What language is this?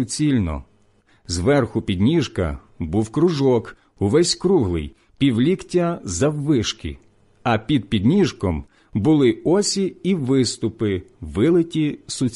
Ukrainian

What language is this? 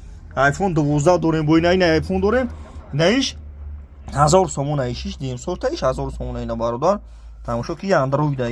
Tajik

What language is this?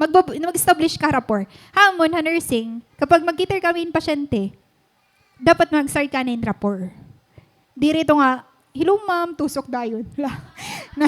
Waray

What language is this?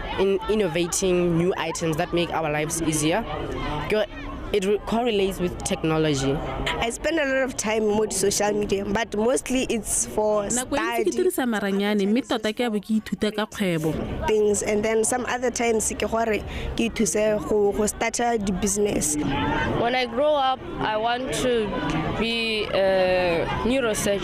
Tswana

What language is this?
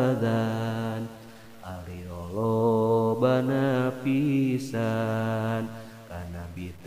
Sundanese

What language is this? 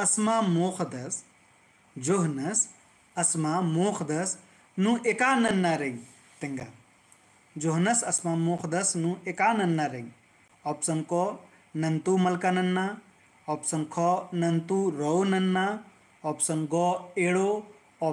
Kurukh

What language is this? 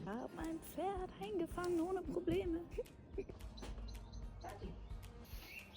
Swiss German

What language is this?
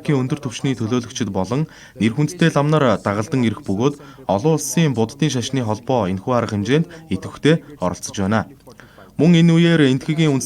Mongolian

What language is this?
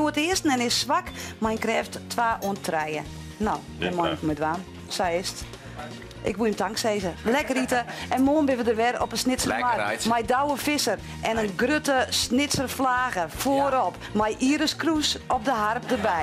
Western Frisian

